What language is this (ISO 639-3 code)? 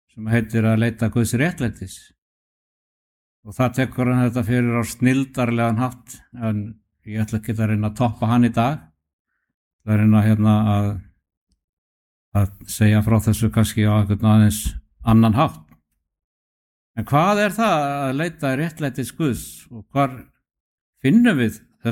isl